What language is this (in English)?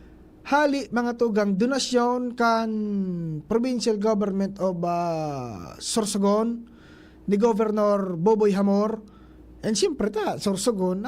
Bikol